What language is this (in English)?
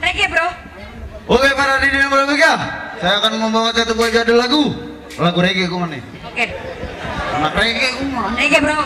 Betawi